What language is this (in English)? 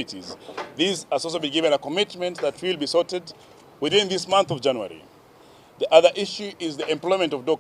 Gusii